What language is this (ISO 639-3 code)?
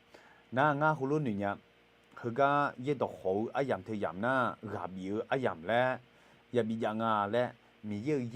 ahk